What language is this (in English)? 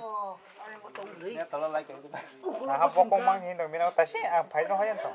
Kok Borok